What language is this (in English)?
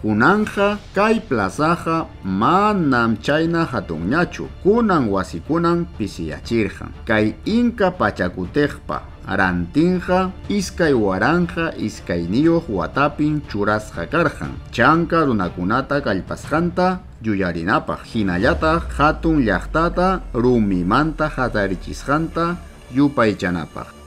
Ayacucho Quechua